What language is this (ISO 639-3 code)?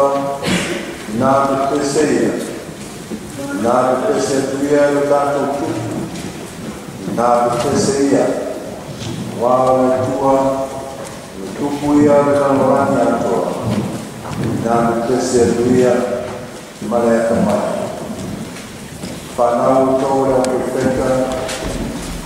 smo